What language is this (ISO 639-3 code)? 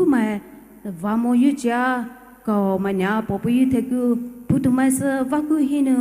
pmx